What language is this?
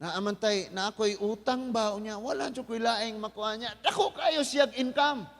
Cebuano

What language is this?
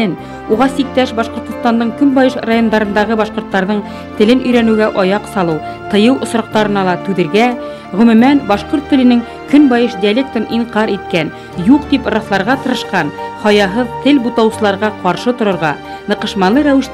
Bashkir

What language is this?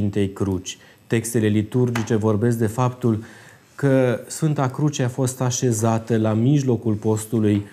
Romanian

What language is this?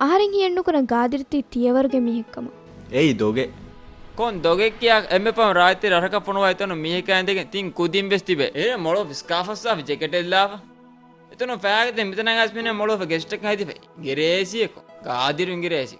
Divehi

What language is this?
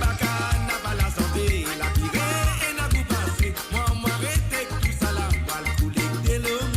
Morisyen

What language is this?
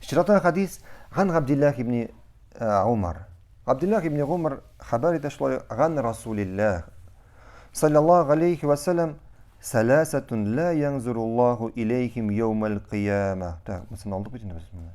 Tatar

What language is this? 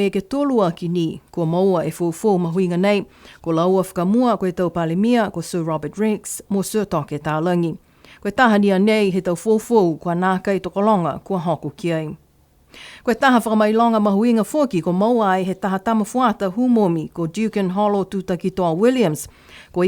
Niuean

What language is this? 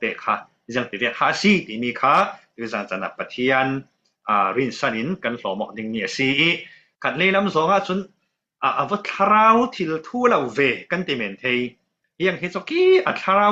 Falam Chin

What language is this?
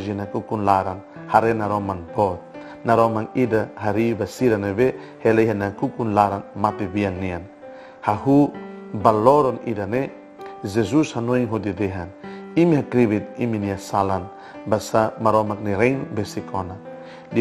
Tetum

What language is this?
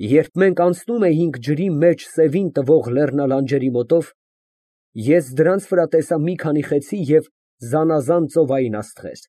Armenian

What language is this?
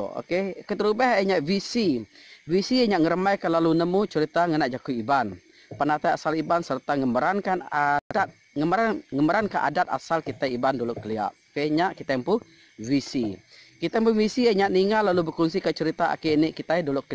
Iban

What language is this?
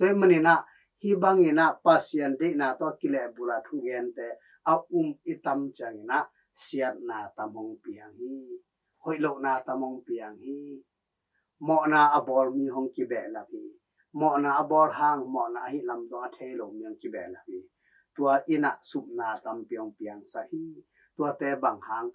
Tedim Chin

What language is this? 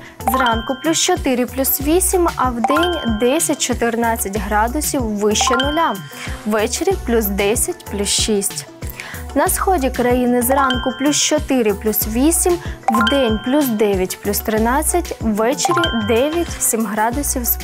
Ukrainian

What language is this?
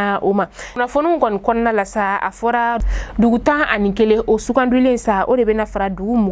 Bambara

